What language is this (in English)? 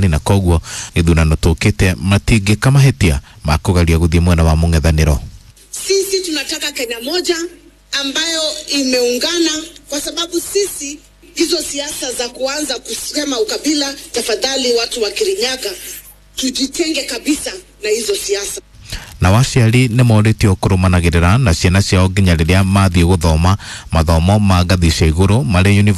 Kikuyu